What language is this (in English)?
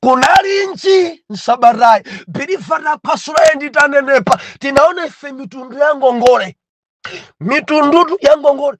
Nyanja